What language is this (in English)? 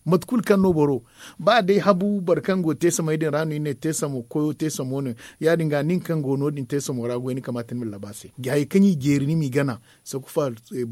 Zarma